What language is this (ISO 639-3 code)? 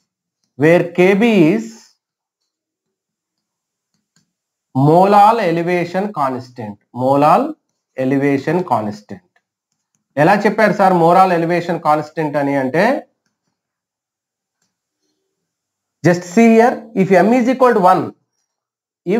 tel